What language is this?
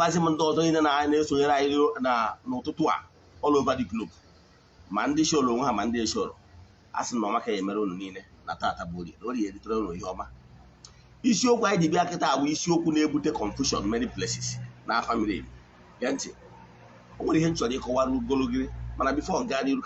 Igbo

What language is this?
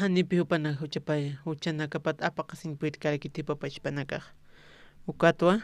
Aymara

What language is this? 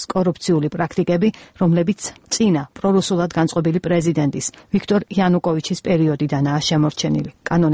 Georgian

